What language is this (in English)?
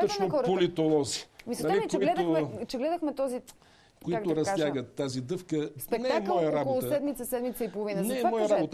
Bulgarian